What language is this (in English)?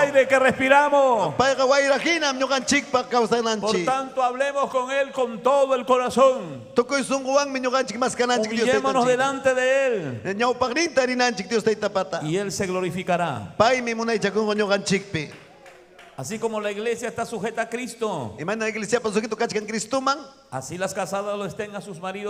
Ayacucho Quechua